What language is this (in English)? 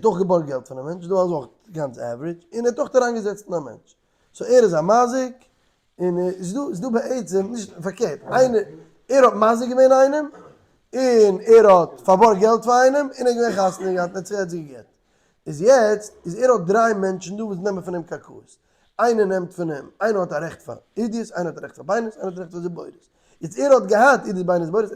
Yiddish